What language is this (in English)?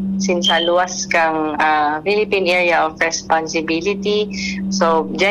Bikol